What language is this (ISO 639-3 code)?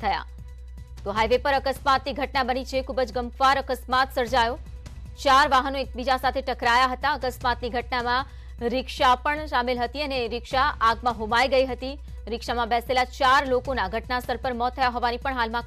guj